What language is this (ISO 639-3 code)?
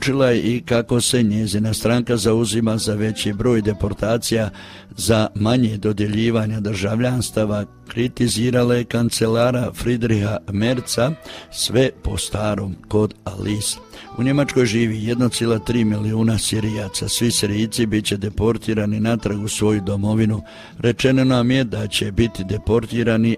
hrv